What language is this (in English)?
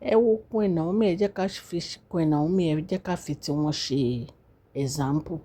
Yoruba